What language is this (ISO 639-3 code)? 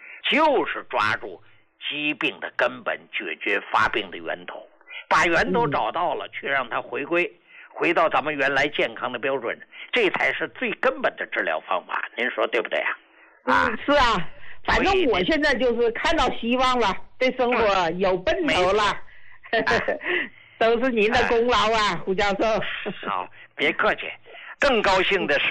zho